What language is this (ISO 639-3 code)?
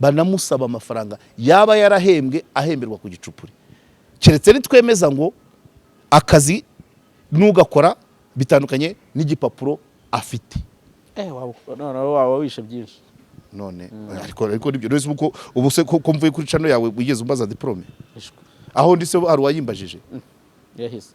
kin